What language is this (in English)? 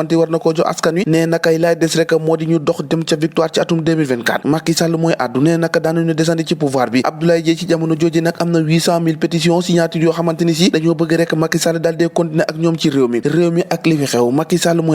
Wolof